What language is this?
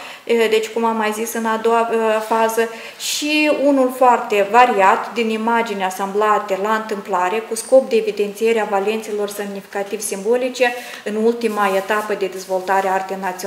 Romanian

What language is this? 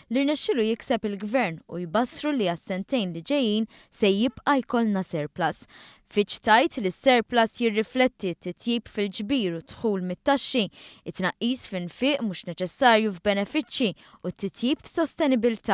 Maltese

